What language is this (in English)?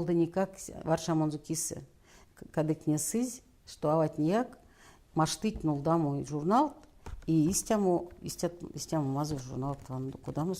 Erzya